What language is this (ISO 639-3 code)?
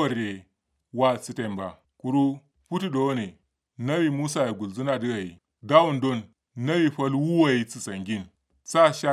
kau